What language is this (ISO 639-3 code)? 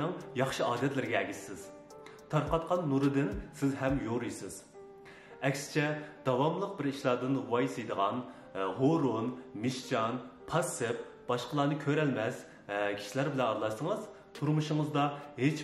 uig